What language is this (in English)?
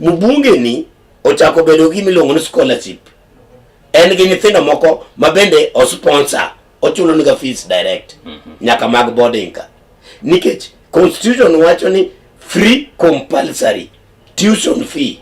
Luo (Kenya and Tanzania)